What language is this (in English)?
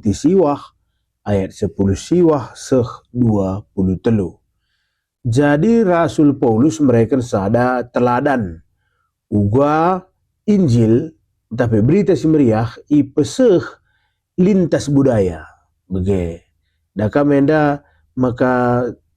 Batak Karo